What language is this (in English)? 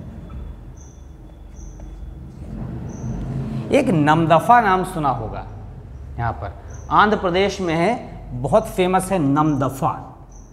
Hindi